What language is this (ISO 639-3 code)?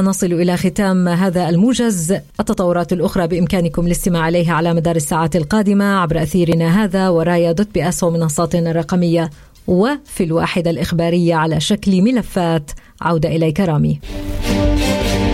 ara